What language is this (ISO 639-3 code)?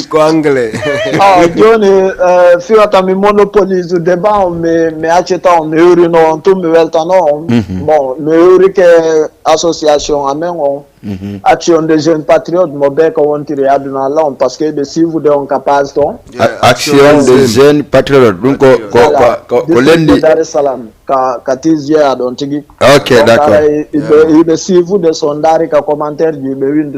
ful